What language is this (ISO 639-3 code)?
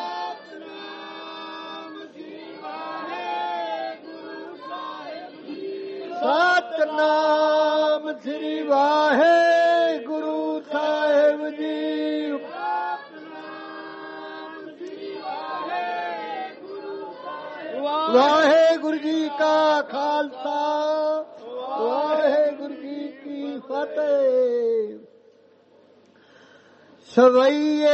pan